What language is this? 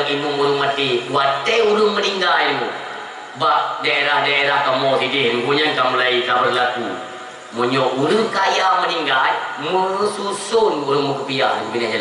Achinese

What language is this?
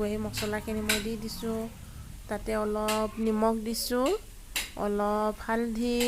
Assamese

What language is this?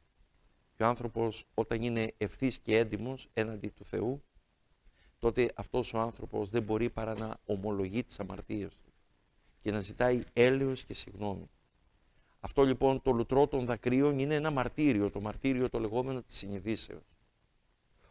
Greek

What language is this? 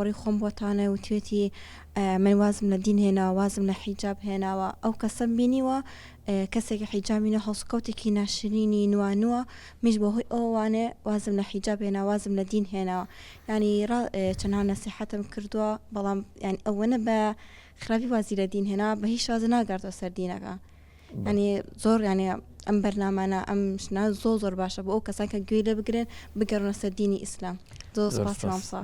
Central Kurdish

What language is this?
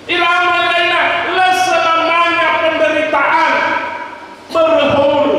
Nias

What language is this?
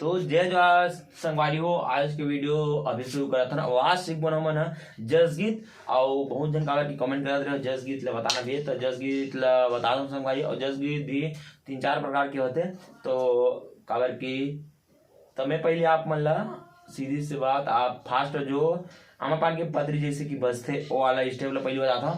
Chhattisgarhi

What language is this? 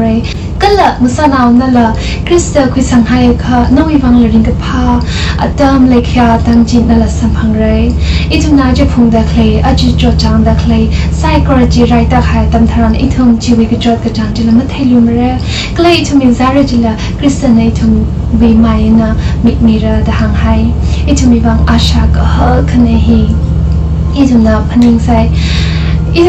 Tangkhul Naga (India)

